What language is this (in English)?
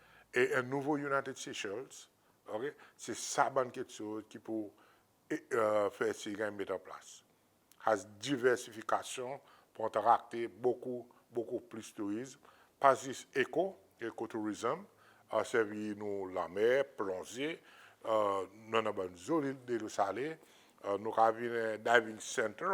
Seselwa Creole French